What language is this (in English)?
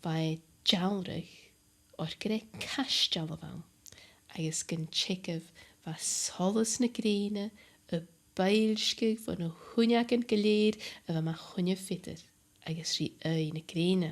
Scottish Gaelic